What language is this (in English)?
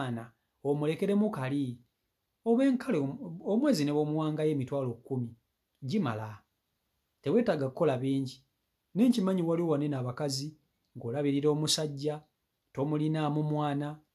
Ganda